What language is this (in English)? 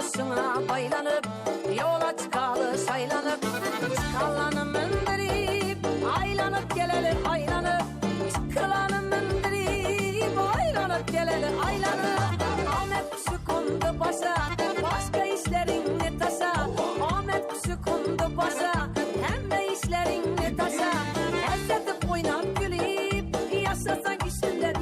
Kara-Kalpak